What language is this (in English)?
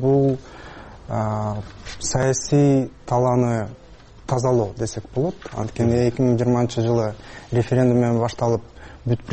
Kyrgyz